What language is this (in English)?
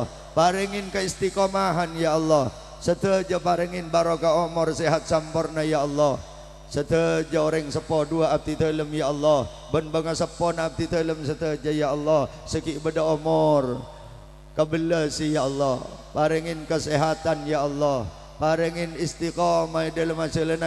Madurese